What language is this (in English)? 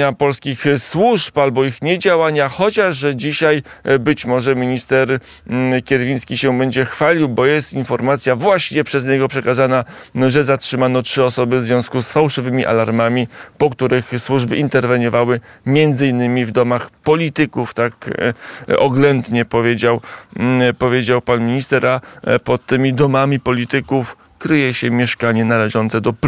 Polish